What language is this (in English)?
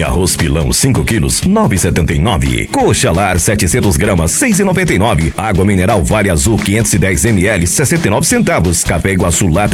Portuguese